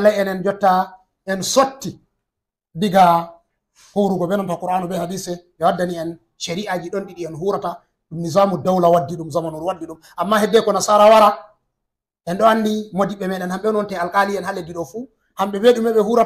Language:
Fula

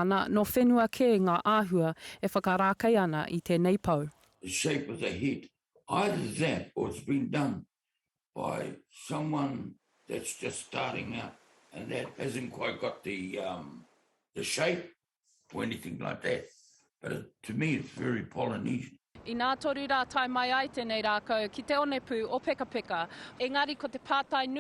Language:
Māori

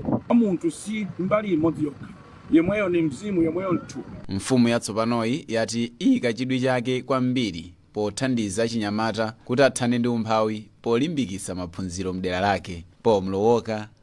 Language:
Nyanja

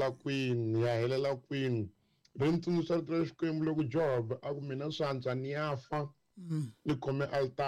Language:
Tsonga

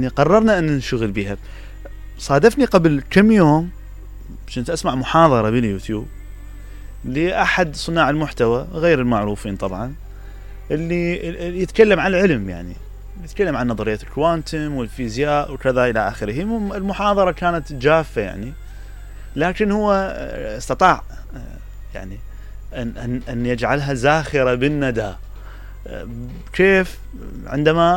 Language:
Mesopotamian Arabic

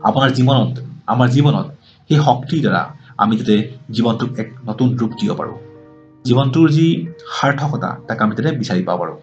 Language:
Assamese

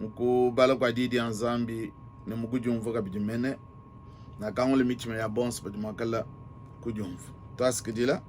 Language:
Luba-Lulua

